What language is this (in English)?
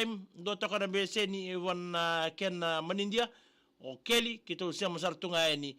Fijian